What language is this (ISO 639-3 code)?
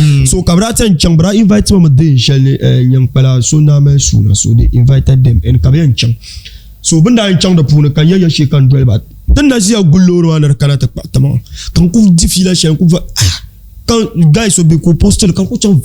dag